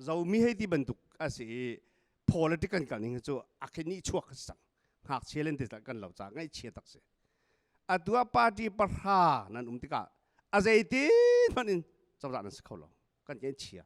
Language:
Hakha Chin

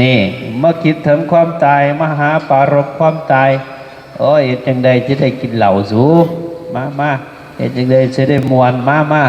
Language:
Northeastern Thai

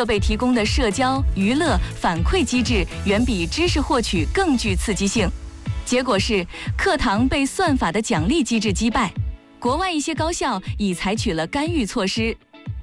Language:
Chinese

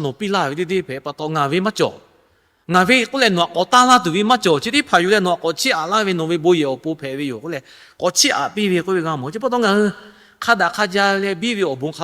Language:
Lahu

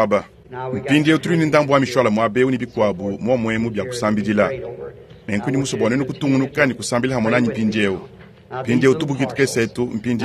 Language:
Luba-Lulua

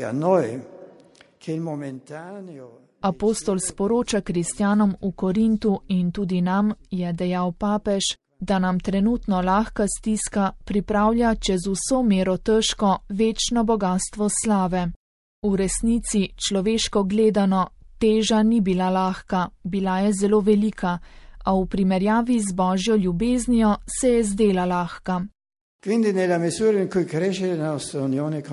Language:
Slovenian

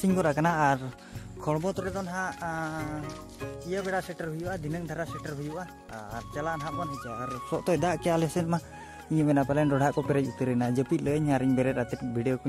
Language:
Santali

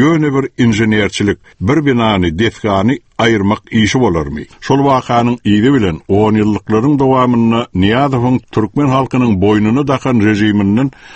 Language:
Turkmen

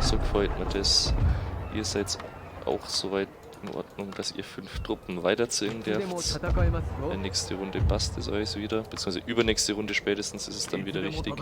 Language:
Bavarian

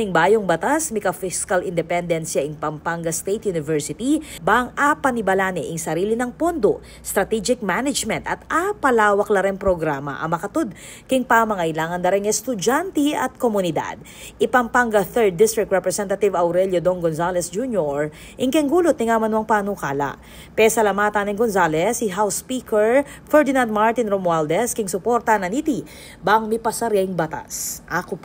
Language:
Pampanga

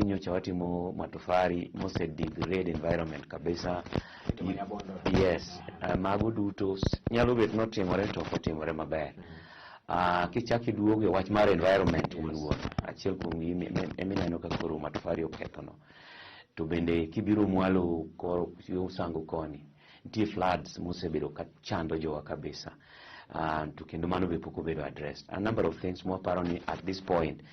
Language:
Luo (Kenya and Tanzania)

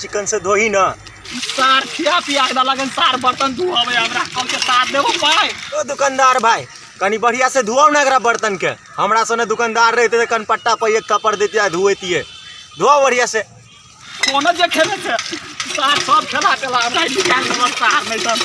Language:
Maithili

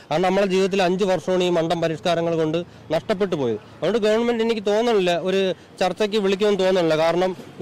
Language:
Malayalam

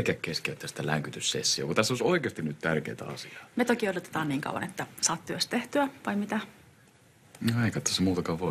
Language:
Finnish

